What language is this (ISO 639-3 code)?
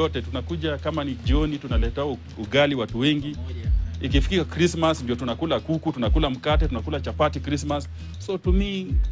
swa